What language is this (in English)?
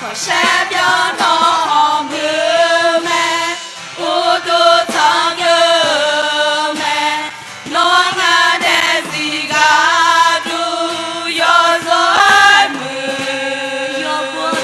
Akha